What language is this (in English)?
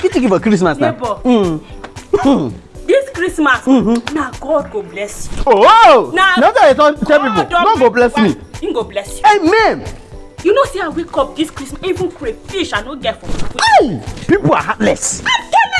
Nigerian Pidgin